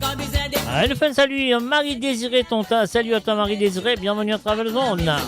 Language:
Morisyen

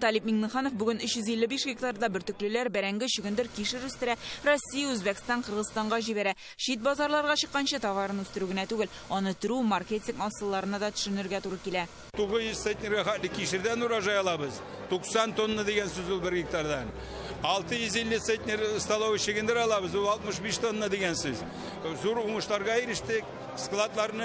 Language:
Tatar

